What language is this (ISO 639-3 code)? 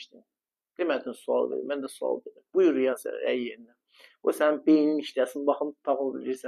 aze